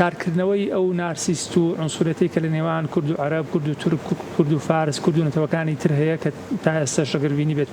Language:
Central Kurdish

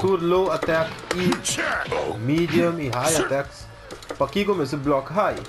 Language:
Papiamento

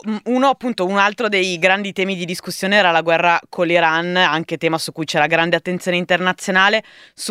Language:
Italian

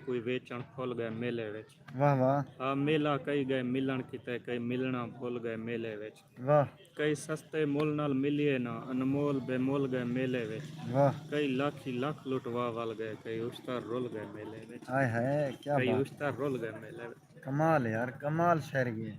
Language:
Saraiki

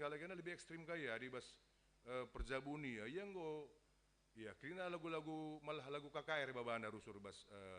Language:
Batak Karo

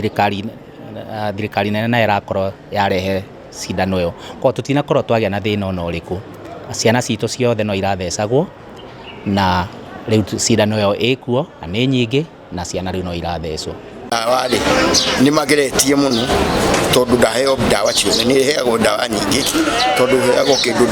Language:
Kikuyu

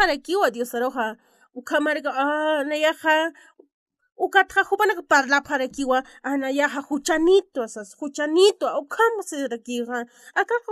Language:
Aymara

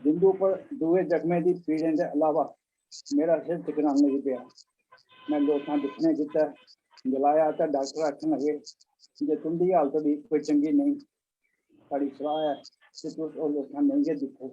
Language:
Dogri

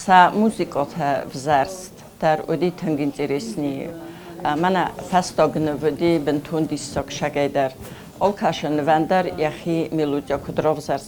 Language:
Ossetic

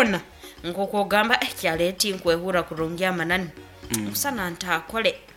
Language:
Nyoro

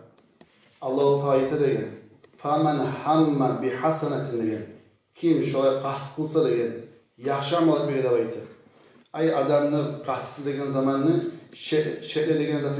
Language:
Kumyk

